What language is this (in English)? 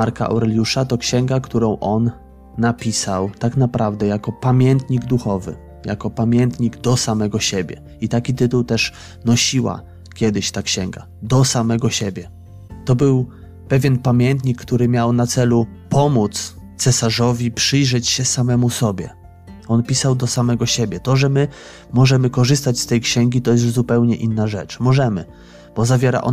Polish